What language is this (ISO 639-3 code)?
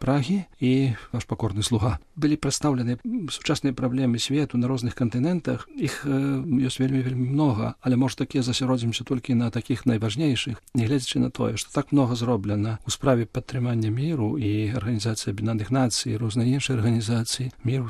bel